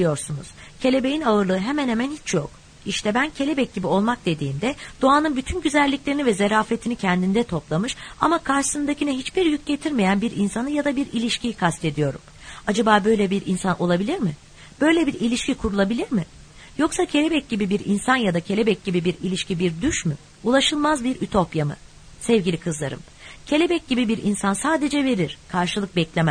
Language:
Turkish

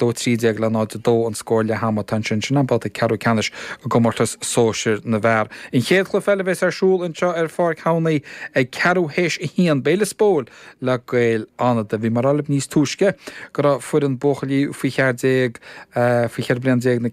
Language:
Irish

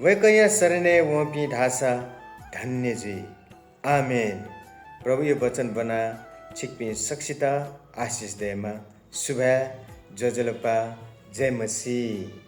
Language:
Newari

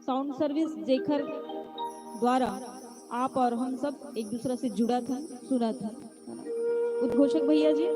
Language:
Chhattisgarhi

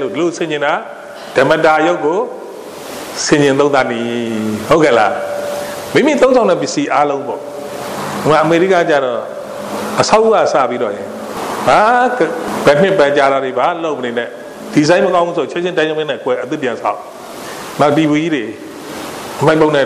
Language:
Burmese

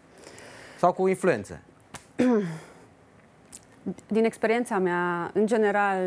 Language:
Romanian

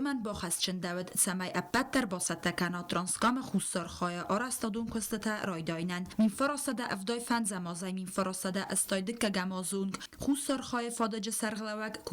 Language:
Ossetic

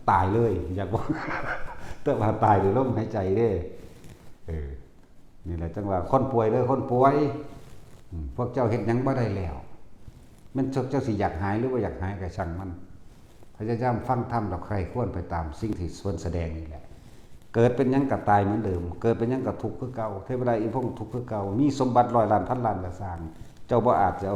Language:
Northeastern Thai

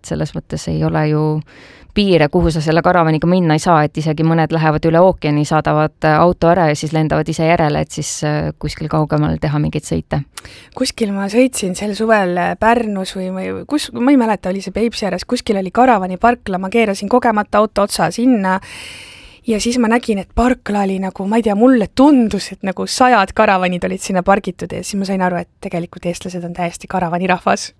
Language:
Estonian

